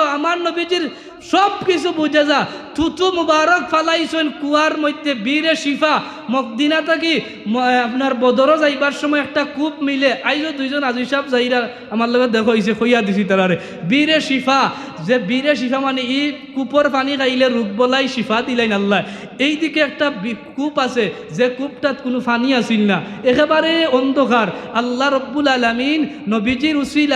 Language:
Sylheti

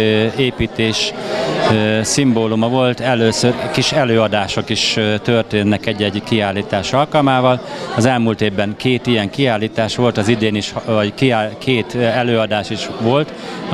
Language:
Hungarian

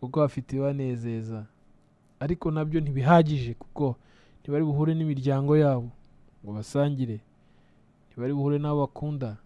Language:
Kinyarwanda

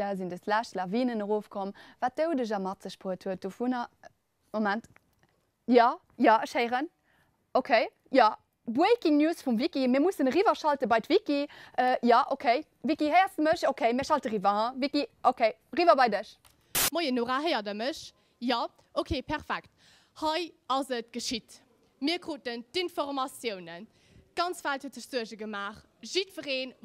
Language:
Luxembourgish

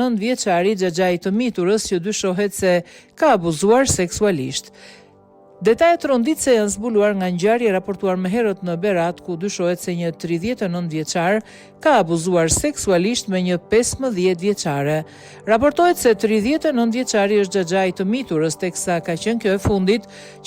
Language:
Albanian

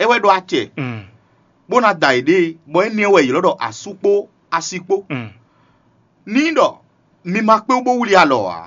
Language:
Fon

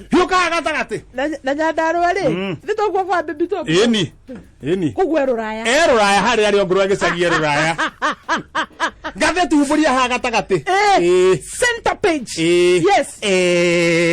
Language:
Kikuyu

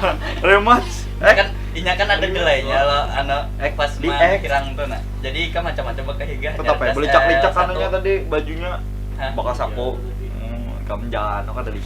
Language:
Banjar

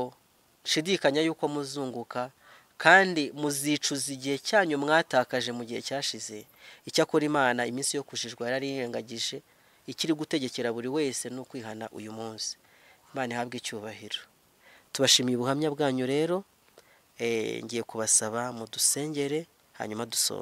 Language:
Rundi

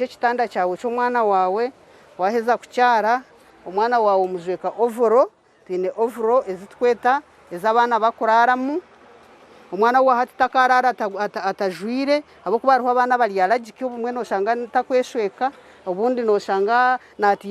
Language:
Nyankole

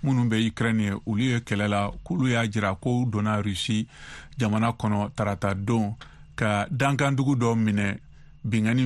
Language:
Bambara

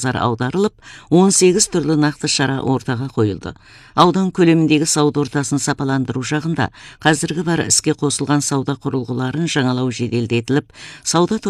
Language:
Kazakh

